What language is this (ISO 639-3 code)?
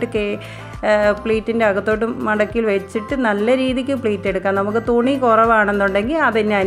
mal